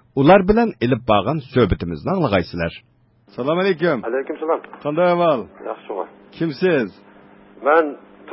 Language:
Uyghur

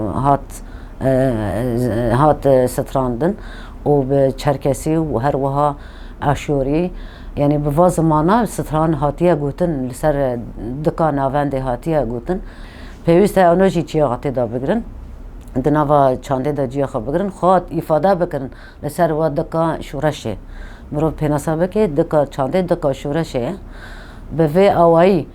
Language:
Kurdish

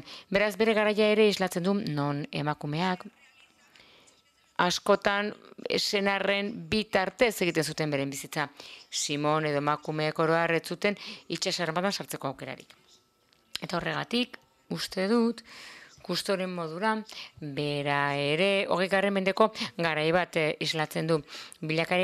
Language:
Basque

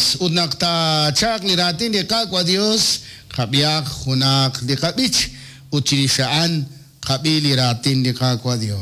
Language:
Kekchí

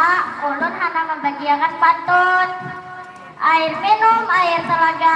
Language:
Banjar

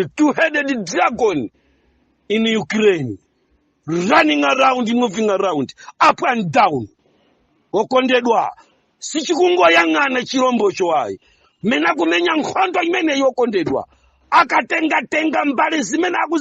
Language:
Nyanja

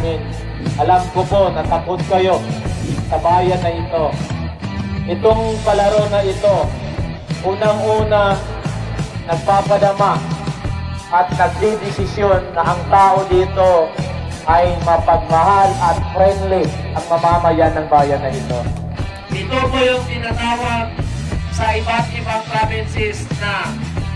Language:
Filipino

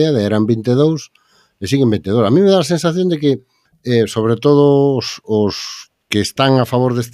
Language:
Galician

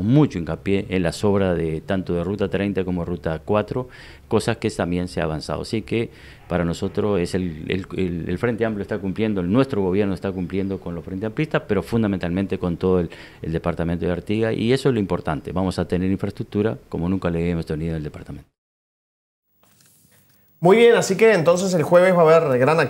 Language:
Spanish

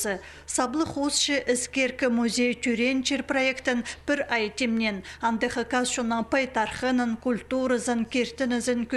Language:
Khakas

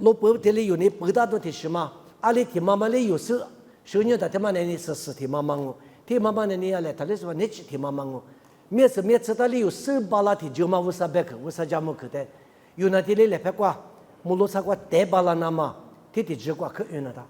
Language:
Lisu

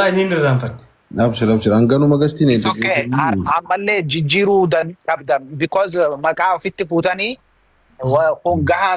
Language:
Oromo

